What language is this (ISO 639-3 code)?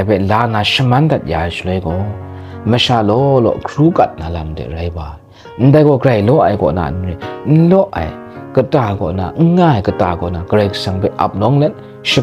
kac